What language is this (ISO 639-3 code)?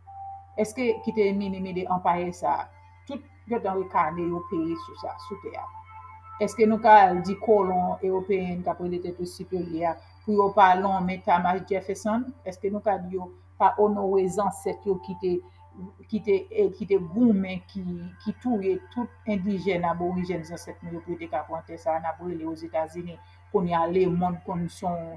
hat